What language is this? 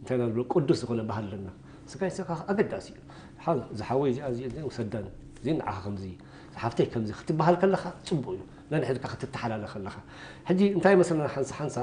Tigrinya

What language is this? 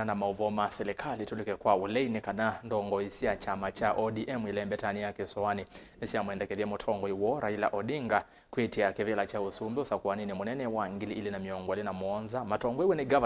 Kamba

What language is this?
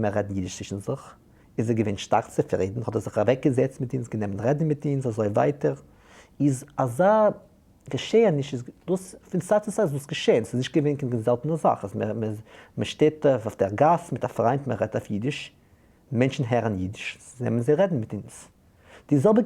Yiddish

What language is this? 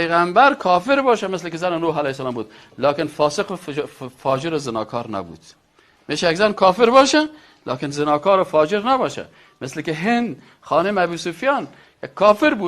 Persian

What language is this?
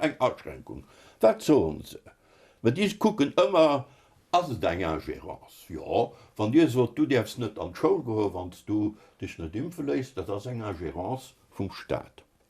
Luxembourgish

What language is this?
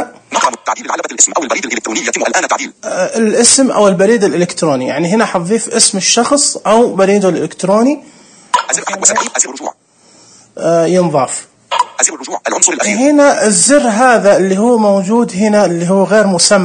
Najdi Arabic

